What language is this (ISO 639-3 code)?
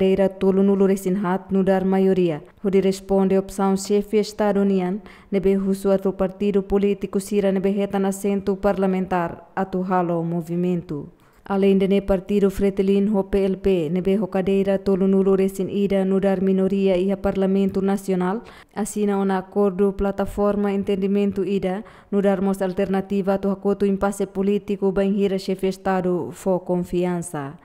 tet